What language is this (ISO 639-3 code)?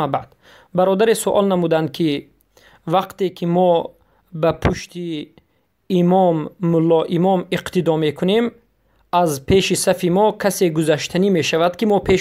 tgk